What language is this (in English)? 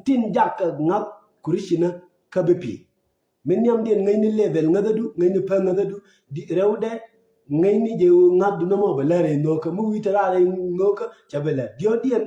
Nuer